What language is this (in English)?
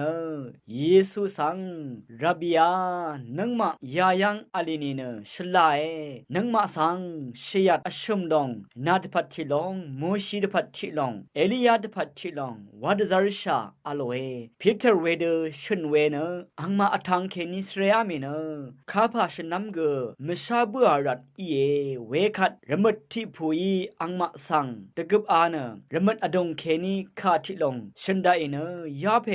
Rawang